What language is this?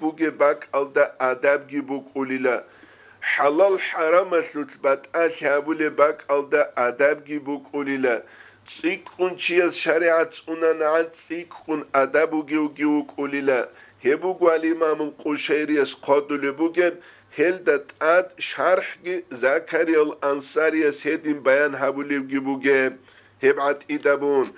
Avaric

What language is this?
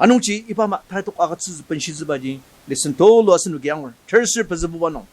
Ao Naga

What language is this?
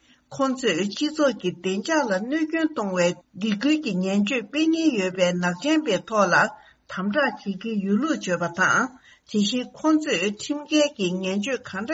Tibetan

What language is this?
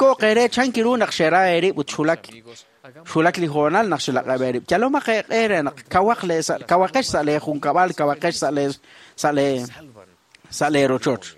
Kekchí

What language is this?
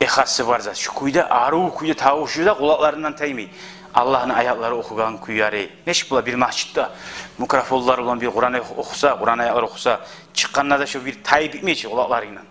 Kumyk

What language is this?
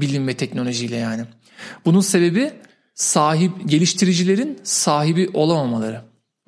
Turkish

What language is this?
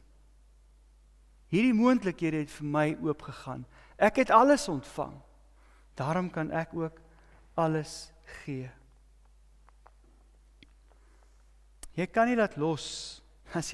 Afrikaans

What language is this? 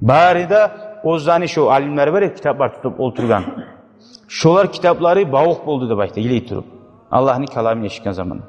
Kumyk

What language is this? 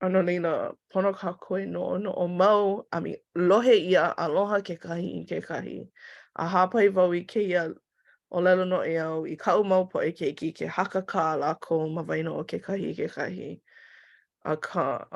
Hawaiian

